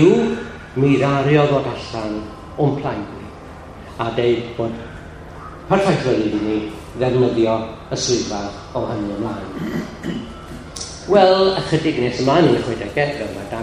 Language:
Welsh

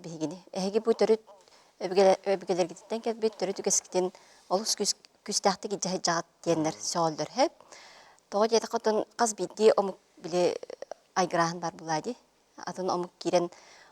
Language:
Yakut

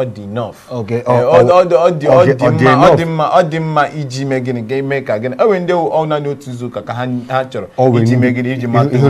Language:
Igbo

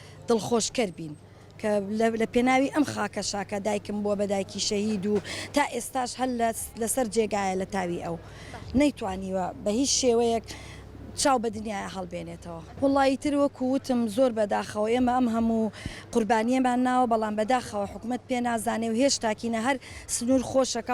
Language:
Central Kurdish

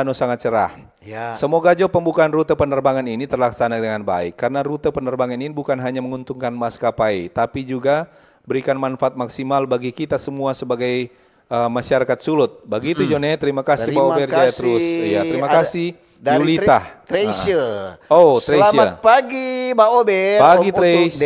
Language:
Manado Malay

